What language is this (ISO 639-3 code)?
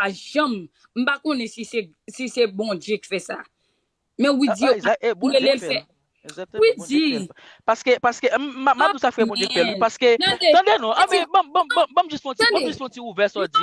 hat